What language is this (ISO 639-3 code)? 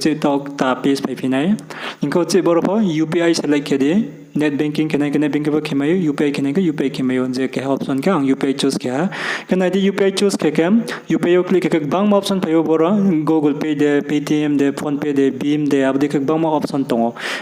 ria